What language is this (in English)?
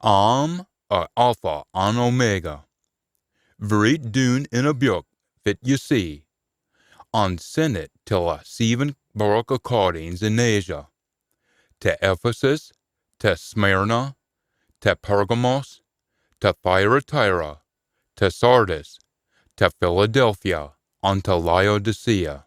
Scots